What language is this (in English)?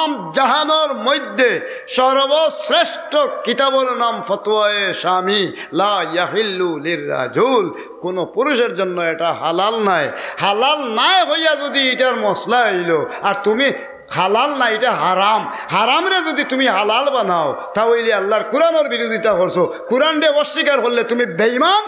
Sylheti